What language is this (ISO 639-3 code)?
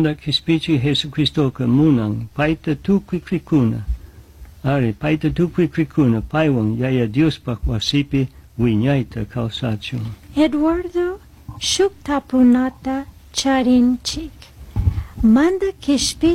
qug